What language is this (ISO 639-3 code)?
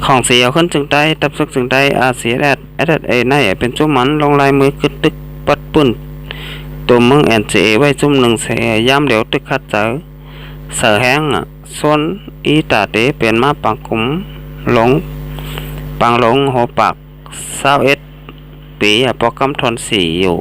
shn